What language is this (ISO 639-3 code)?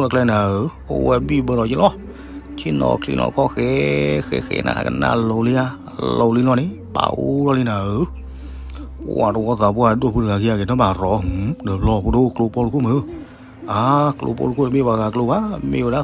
ksw